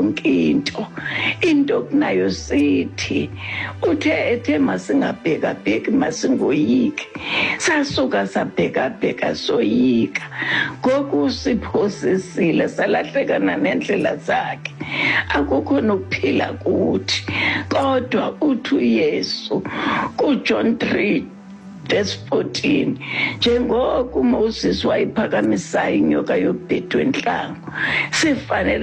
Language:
Xhosa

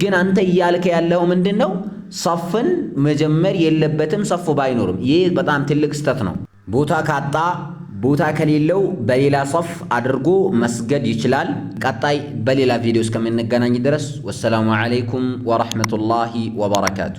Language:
Amharic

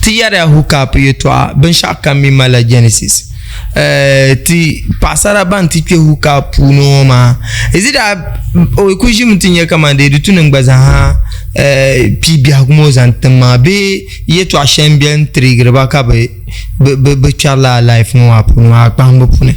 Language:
Dagbani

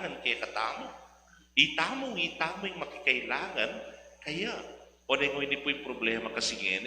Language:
Pampanga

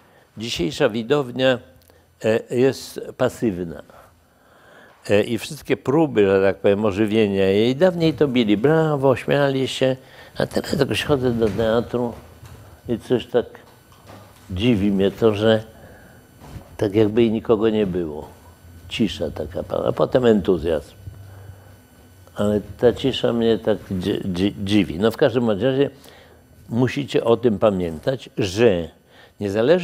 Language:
Polish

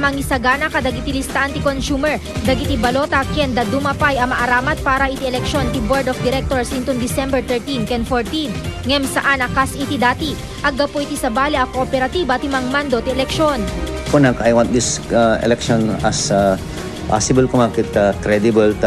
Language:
Iloko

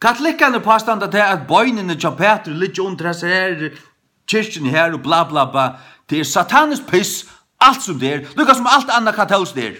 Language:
Faroese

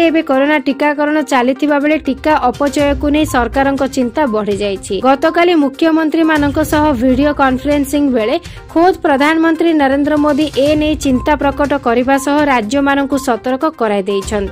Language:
Odia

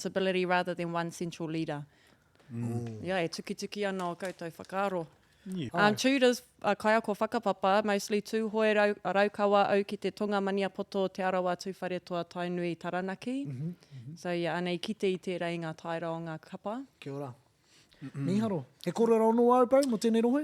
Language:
Māori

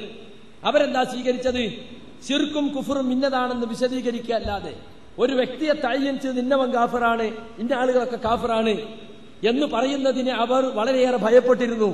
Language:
Malayalam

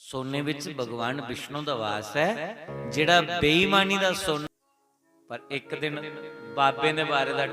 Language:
Dogri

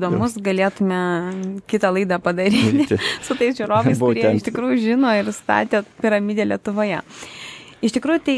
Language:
Lithuanian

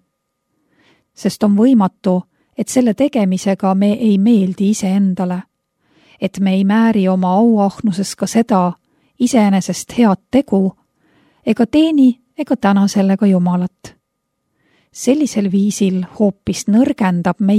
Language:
Estonian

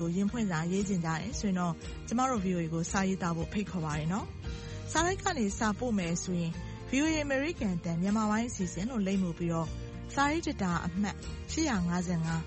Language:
Burmese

